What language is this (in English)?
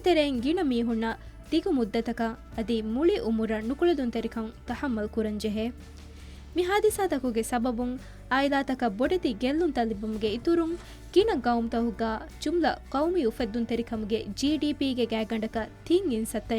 Divehi